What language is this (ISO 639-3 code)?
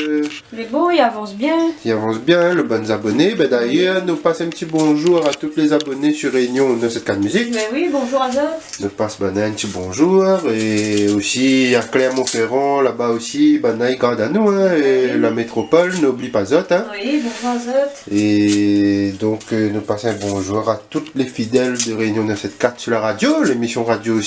rcf